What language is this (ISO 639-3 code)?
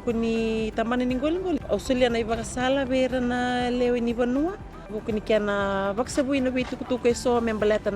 fij